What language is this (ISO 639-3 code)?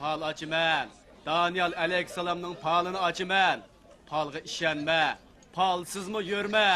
uig